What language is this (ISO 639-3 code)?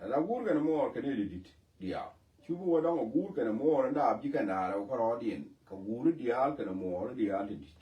nus